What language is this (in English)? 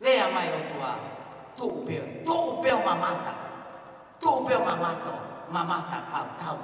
Tongan